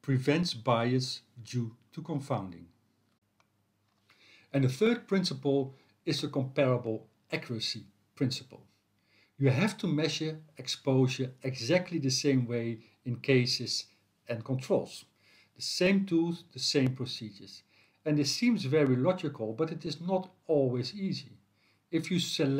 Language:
English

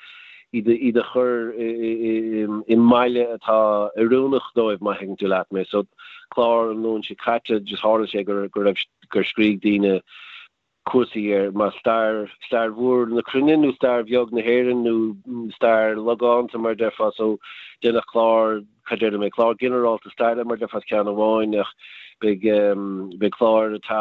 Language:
Irish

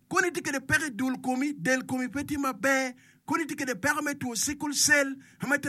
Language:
Acoli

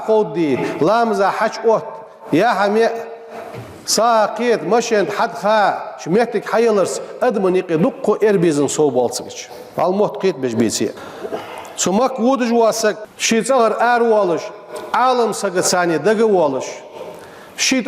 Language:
Ingush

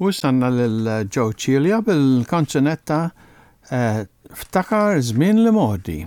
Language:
Maltese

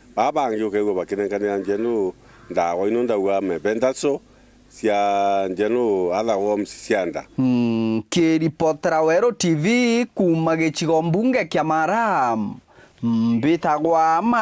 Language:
Meru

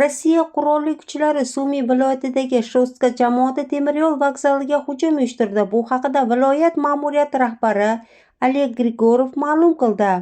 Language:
Uzbek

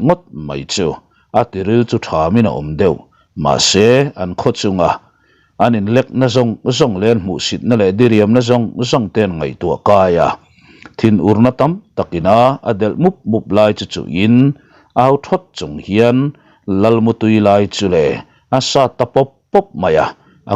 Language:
Mizo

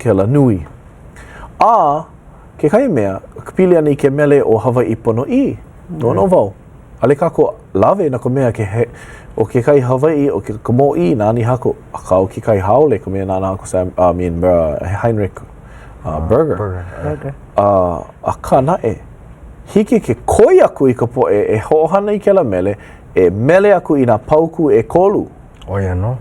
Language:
Hawaiian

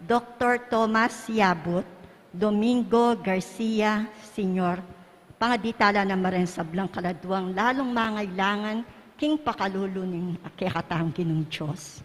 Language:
Pampanga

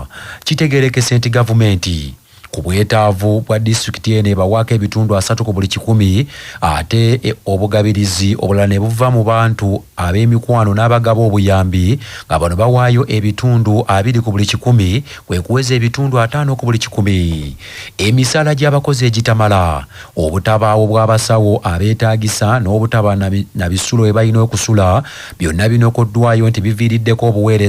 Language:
Ganda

